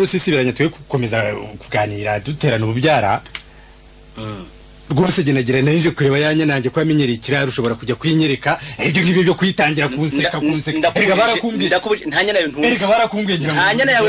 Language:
Kinyarwanda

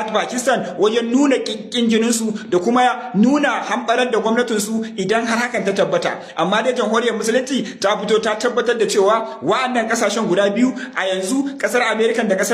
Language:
Hausa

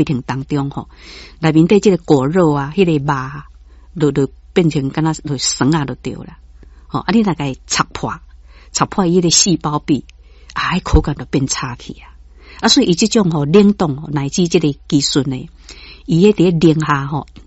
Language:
Min Nan Chinese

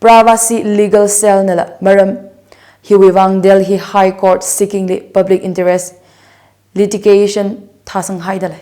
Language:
Tangkhul Naga (India)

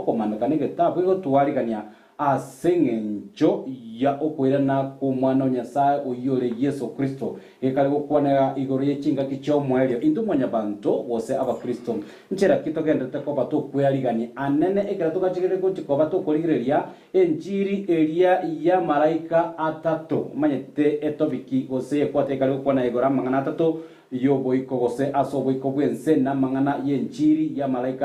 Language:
Gusii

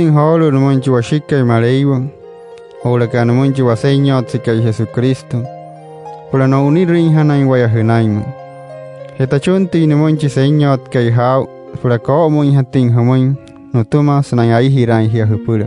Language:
Wayuu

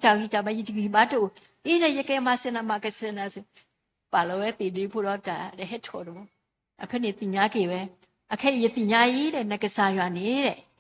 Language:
S'gaw Karen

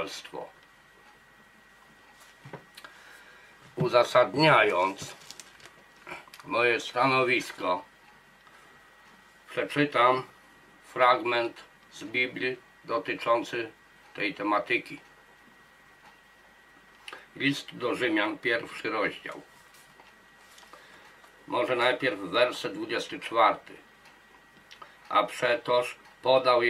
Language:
Polish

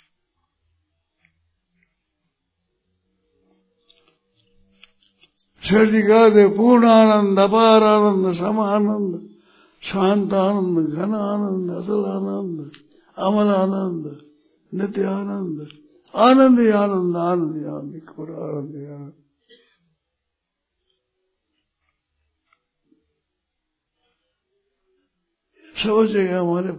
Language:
Hindi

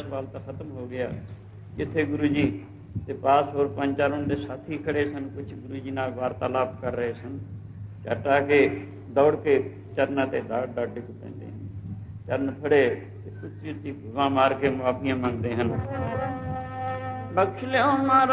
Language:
Punjabi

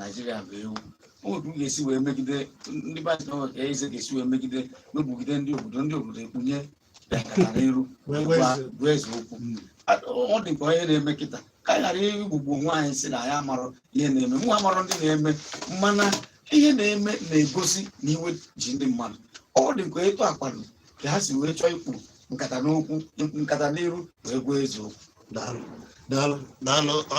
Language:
Igbo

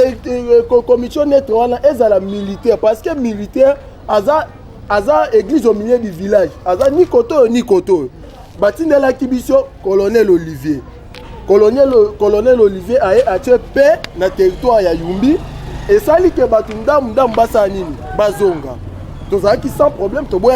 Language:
Lingala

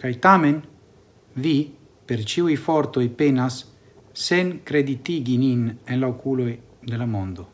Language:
Esperanto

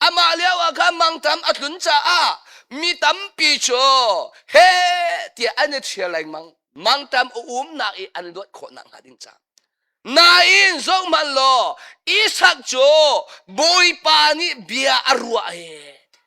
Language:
Hakha Chin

